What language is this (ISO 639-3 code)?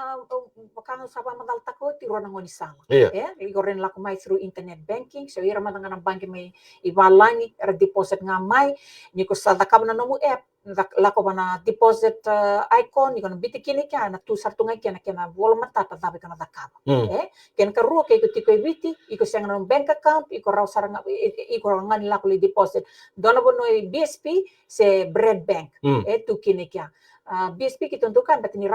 fij